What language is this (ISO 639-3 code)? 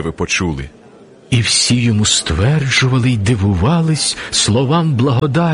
ukr